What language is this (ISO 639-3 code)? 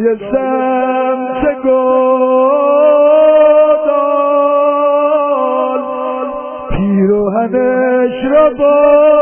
fas